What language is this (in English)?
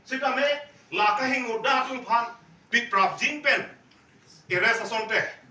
Karbi